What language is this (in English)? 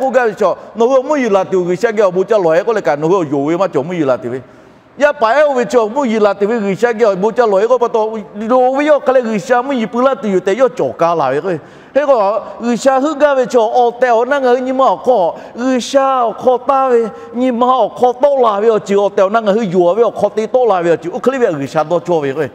Lahu